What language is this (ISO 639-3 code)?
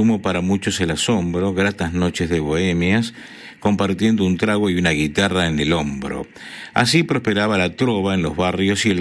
spa